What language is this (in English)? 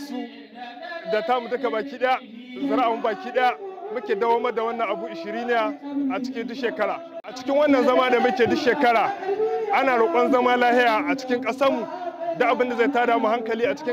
Hausa